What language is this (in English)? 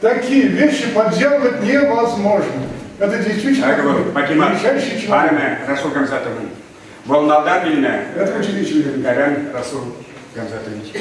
Chuvash